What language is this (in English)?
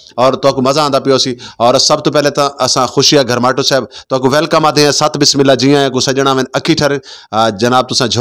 Saraiki